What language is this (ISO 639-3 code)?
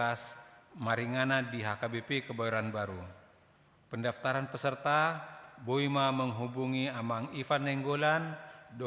bbc